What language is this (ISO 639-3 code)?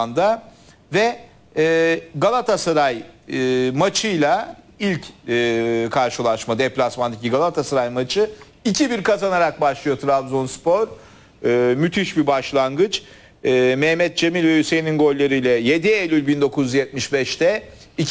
tur